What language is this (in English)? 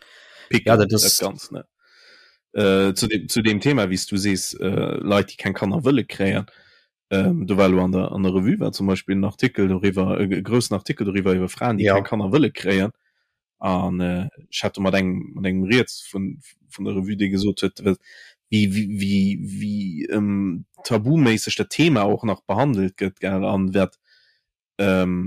Luxembourgish